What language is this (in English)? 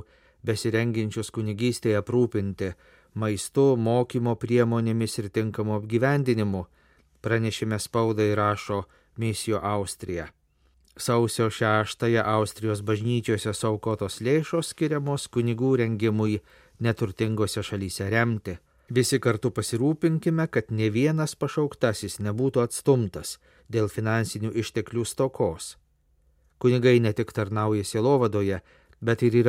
Lithuanian